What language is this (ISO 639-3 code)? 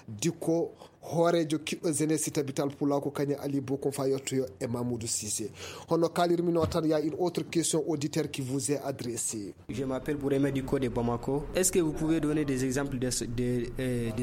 ful